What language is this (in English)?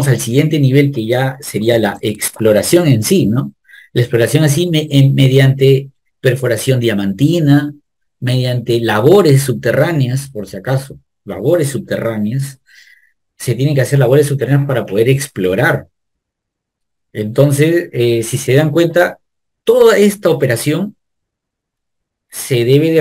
Spanish